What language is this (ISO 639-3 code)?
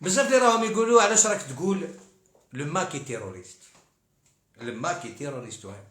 arq